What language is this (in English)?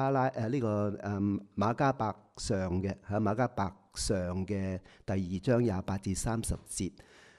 Cantonese